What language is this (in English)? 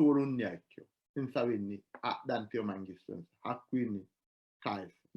Sidamo